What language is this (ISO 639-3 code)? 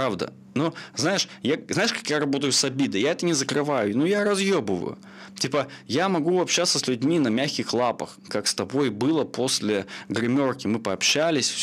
rus